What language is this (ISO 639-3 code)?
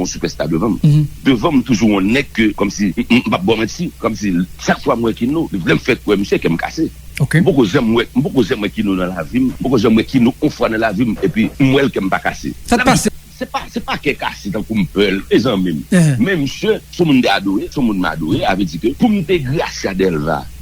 hat